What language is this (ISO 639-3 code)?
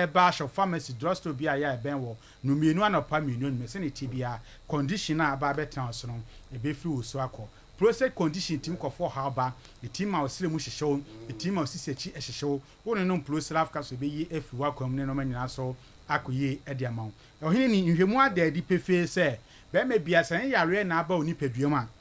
aka